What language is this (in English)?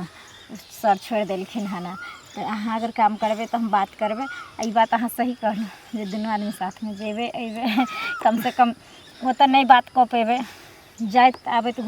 Maithili